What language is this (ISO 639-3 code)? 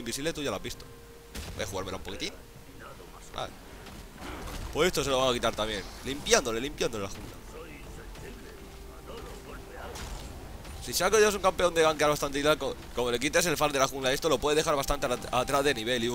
spa